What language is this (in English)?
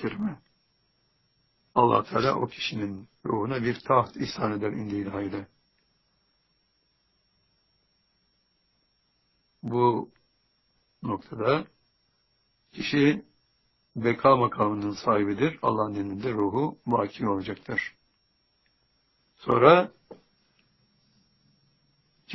Turkish